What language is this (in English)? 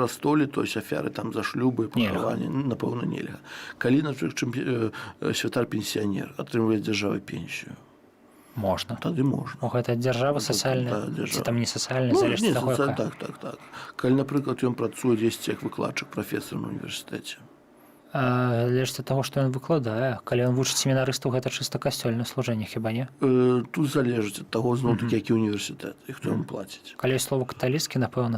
Belarusian